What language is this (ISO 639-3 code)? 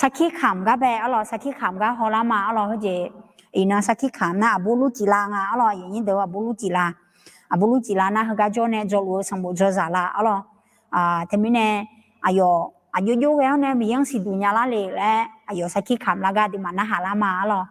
ahk